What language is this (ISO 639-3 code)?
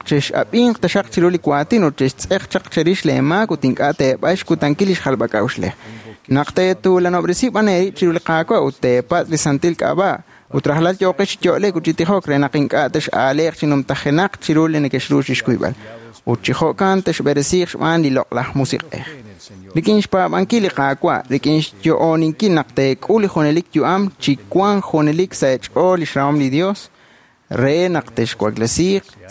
kek